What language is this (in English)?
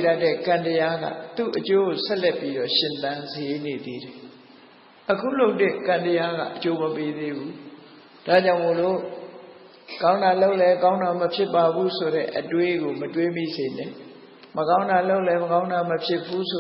Burmese